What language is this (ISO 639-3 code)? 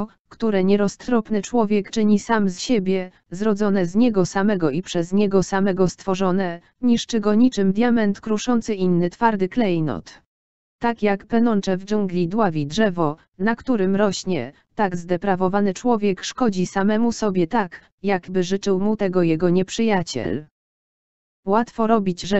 pol